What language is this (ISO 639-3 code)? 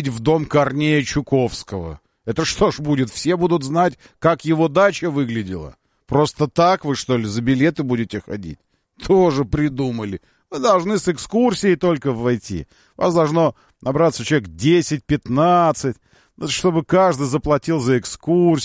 rus